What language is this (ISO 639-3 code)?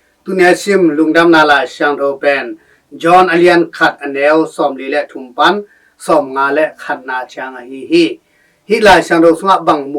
ctd